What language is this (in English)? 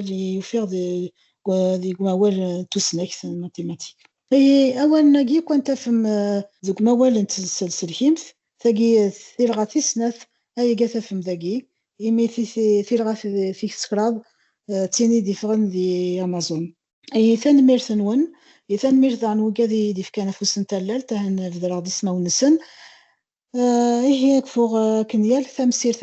Kabyle